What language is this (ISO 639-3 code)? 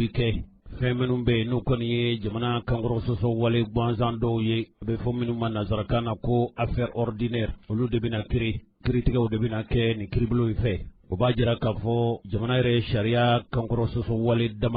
bam